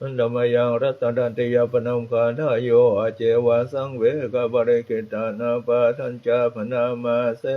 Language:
Pali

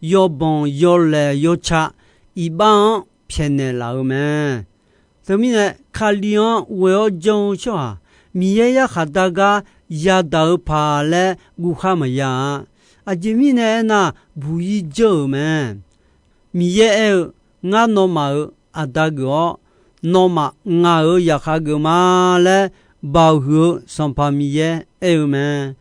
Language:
Akha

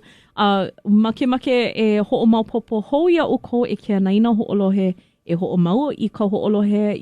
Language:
Hawaiian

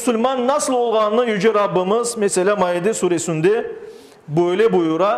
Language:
Crimean Tatar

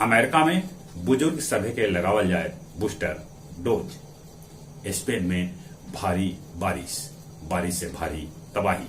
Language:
Magahi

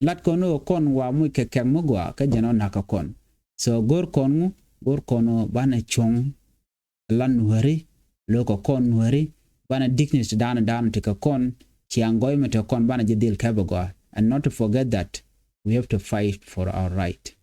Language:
Nuer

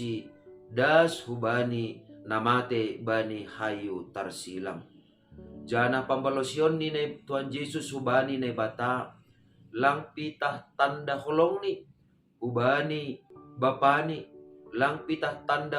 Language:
Batak Simalungun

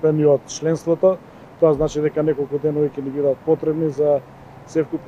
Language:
Macedonian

